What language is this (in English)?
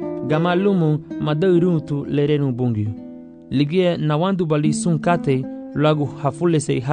Garifuna